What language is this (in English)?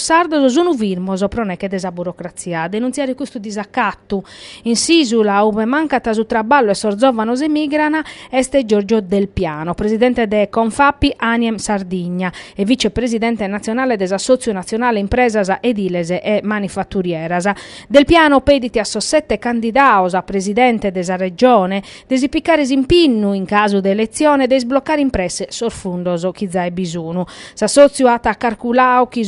Sardinian